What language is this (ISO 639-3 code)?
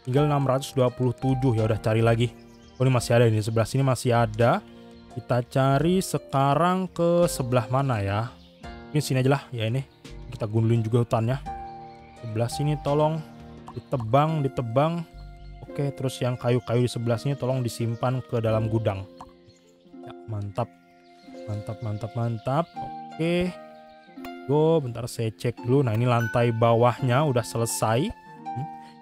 ind